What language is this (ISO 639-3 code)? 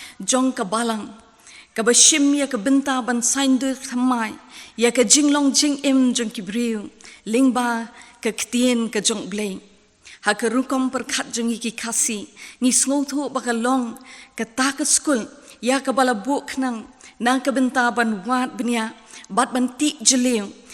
kha